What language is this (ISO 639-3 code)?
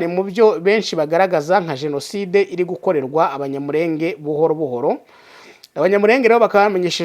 kin